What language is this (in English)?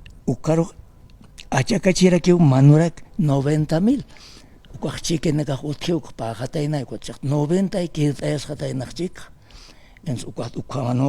Aymara